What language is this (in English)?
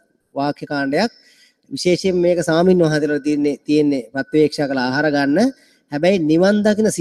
Sinhala